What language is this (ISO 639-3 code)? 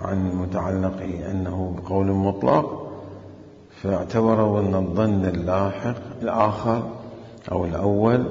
acm